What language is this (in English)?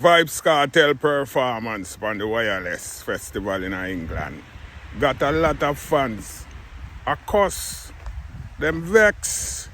Jamaican Creole English